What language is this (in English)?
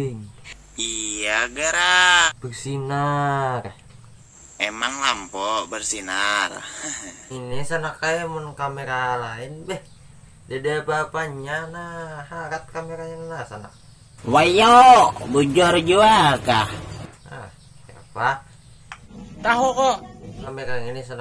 Banjar